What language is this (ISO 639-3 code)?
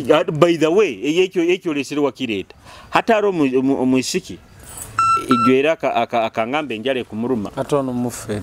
nyo